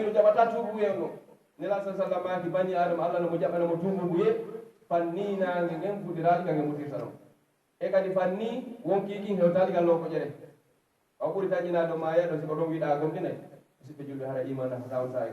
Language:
Pular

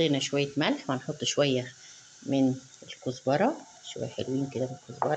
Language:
Egyptian Arabic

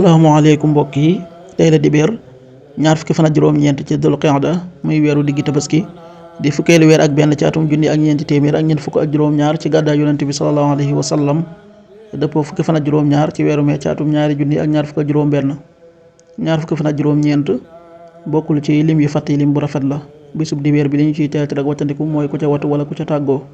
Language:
Wolof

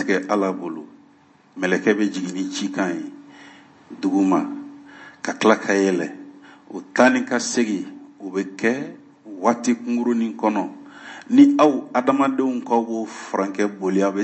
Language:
Bambara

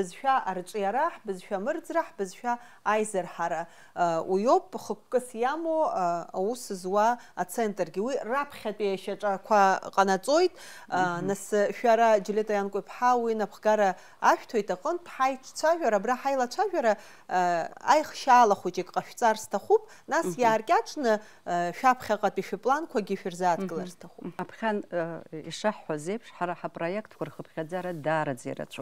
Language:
Abkhazian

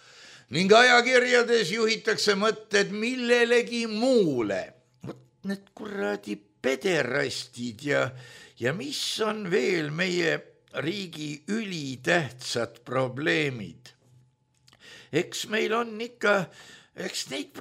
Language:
Estonian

